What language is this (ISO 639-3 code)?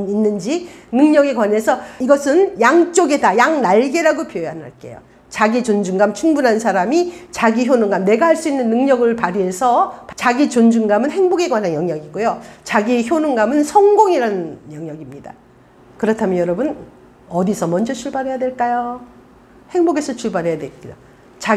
kor